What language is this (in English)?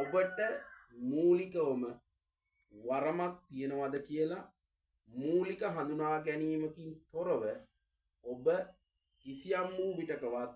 Sinhala